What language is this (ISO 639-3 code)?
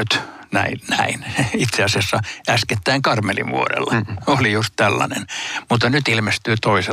fin